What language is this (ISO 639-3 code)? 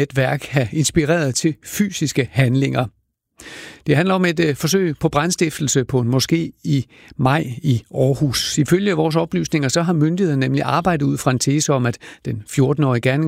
dan